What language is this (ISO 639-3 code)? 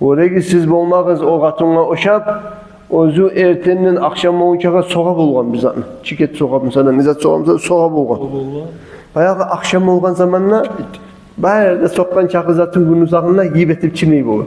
kum